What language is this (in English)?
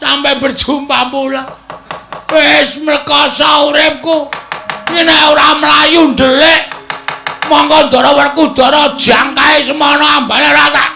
Javanese